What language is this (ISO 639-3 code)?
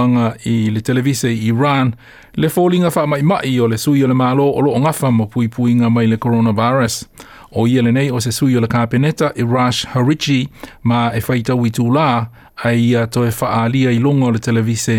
smo